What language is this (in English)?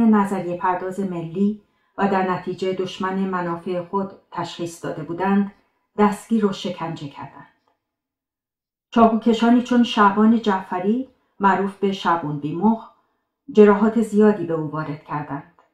Persian